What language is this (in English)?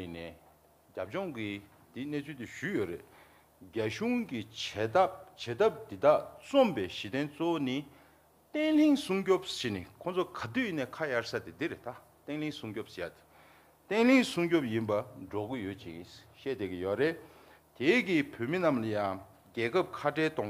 Tibetan